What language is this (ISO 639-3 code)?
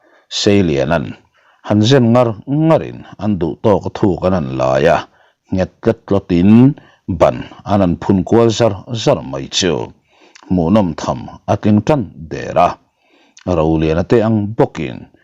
lus